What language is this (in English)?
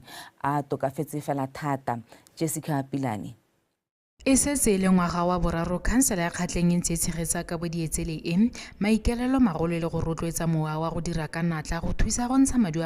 Tswana